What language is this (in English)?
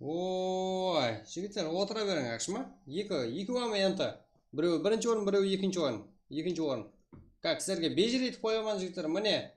Kara-Kalpak